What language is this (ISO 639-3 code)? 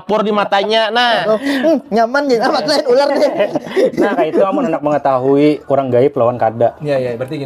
bjn